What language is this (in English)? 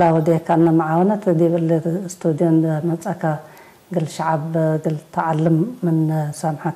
Tigre